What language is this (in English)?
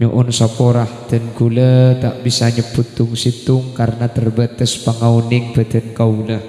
Madurese